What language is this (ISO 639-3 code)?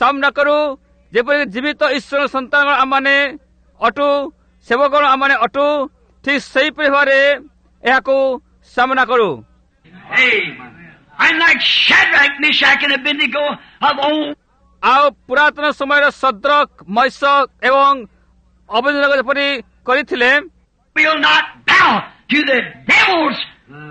ori